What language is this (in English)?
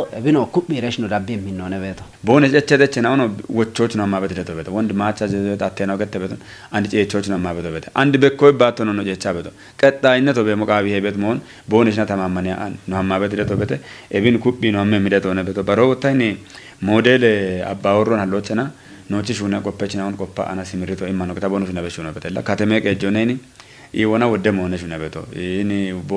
Kafa